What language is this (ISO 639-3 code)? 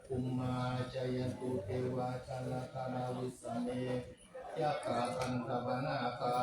pli